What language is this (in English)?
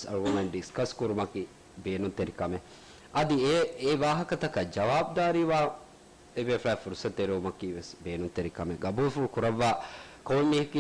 Divehi